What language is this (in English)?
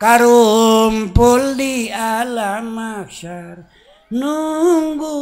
Sundanese